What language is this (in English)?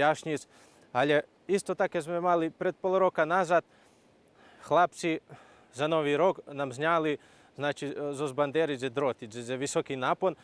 Rusyn